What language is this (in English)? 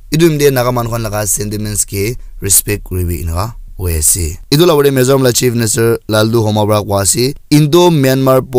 Naga Pidgin